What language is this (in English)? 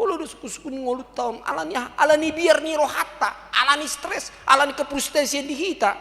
Batak Toba